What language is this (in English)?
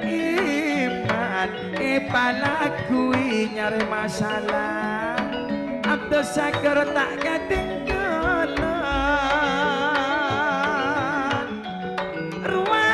Madurese